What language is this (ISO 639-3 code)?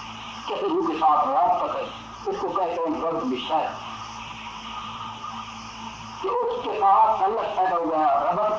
urd